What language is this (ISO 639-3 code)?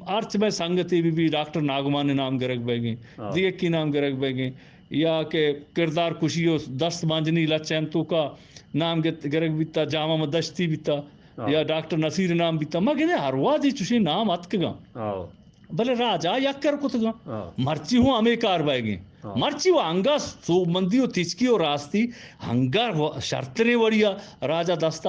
bgp